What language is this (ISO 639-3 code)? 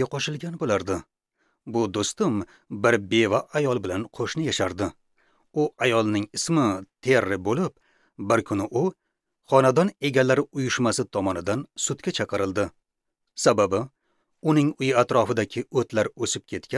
uzb